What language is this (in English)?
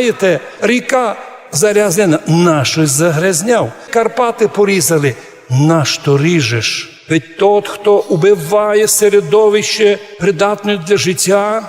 Rusyn